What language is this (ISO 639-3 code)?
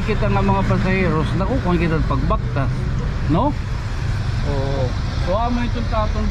war